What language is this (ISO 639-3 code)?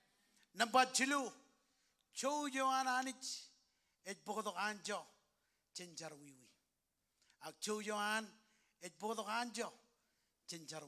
mah